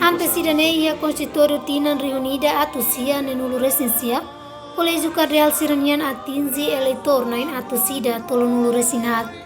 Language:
Tetum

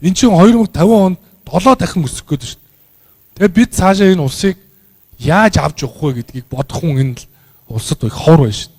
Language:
Mongolian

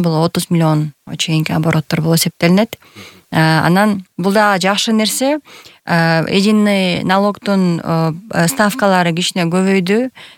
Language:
Kyrgyz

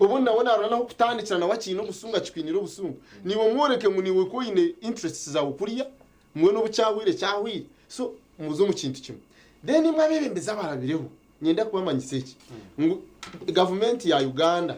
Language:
Nyankole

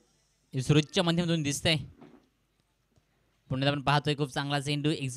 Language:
Marathi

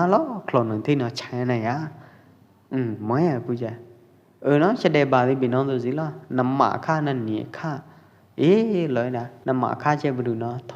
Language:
Pwo Eastern Karen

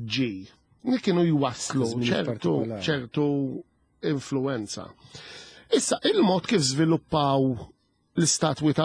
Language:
Maltese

